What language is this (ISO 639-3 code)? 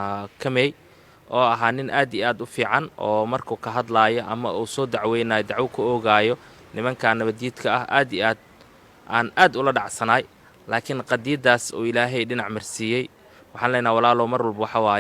som